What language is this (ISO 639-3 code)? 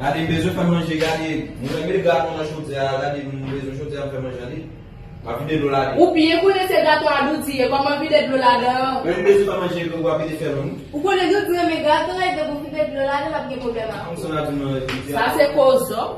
hat